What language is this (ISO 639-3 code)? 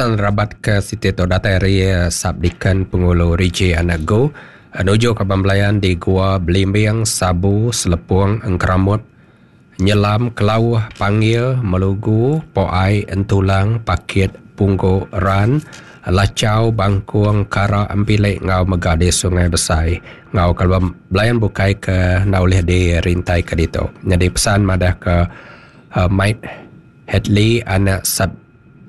iba